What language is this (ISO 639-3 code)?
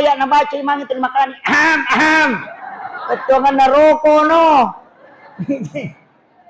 bug